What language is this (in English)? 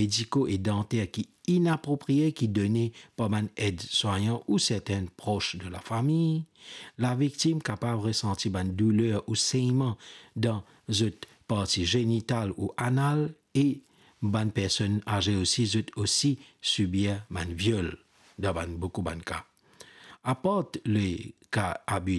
Morisyen